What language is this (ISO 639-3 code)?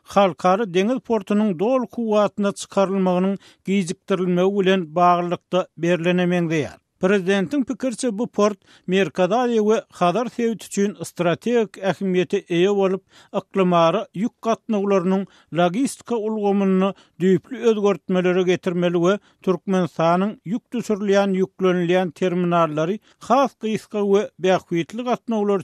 tuk